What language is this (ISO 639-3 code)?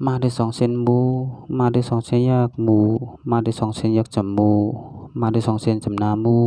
shn